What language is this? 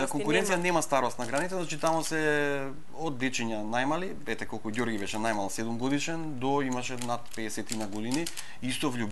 Macedonian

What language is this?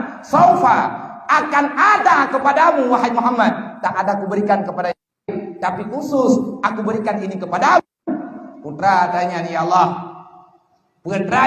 Achinese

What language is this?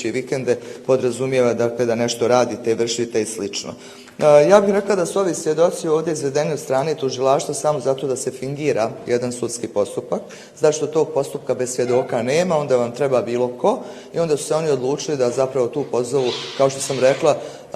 Bosnian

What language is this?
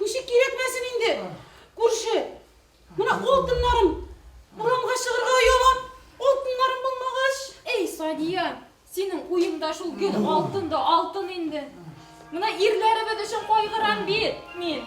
Bashkir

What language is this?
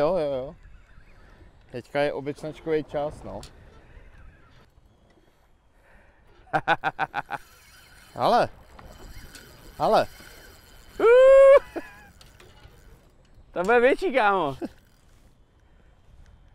Czech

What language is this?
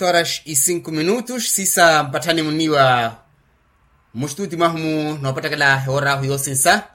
Makhuwa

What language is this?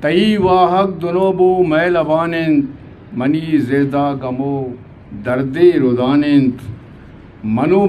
Eastern Balochi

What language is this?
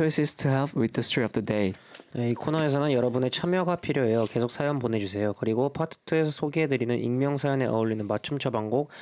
Korean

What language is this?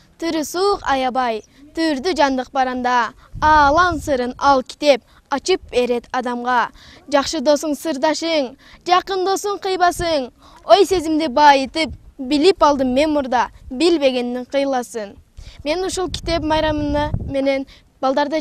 Kyrgyz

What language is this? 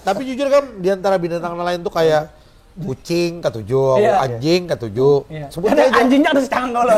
Banjar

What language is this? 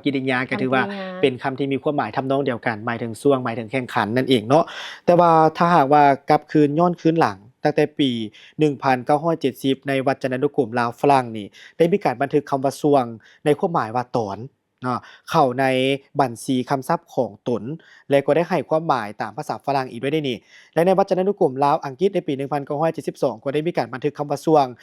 Lao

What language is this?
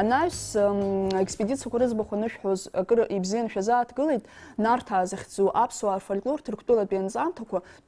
Abkhazian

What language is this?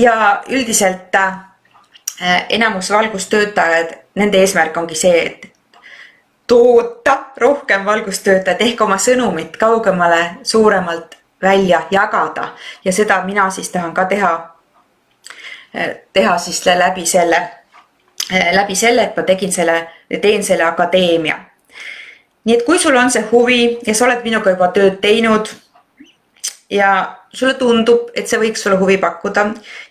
Estonian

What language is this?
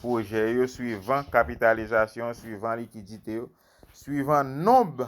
Haitian Creole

